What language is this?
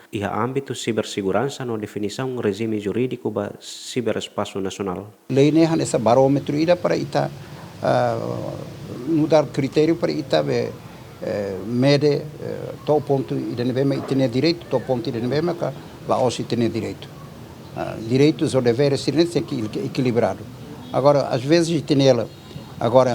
Tetum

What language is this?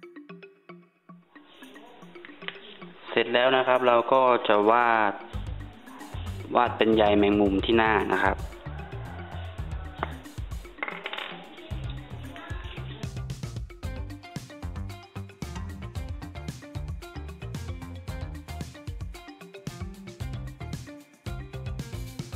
Thai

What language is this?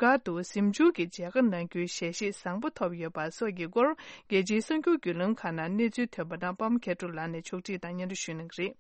Tibetan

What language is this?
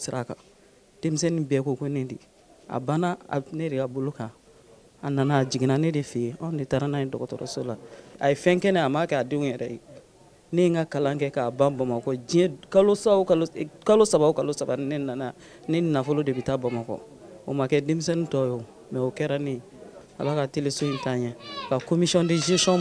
Bambara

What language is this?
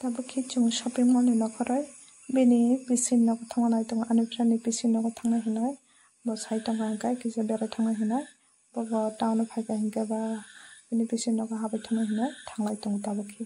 Kok Borok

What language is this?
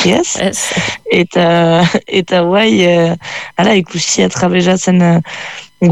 Basque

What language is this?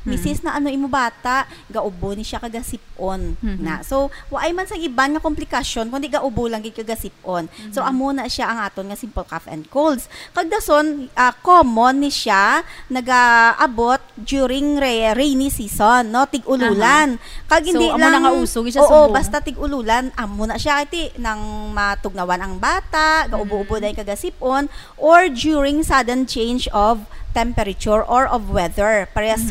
Hiligaynon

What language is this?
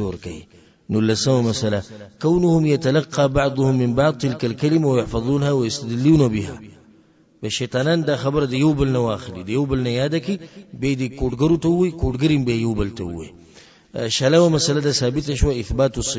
Pashto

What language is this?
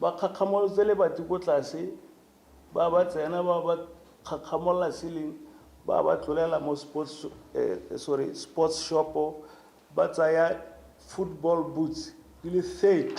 Tswana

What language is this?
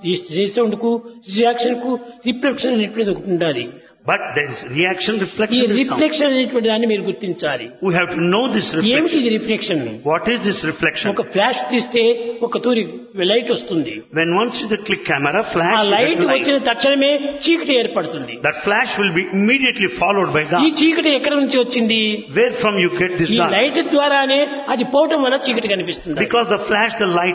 Telugu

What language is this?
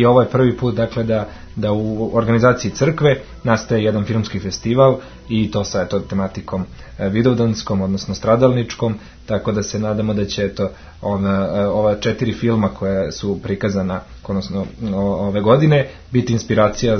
Serbian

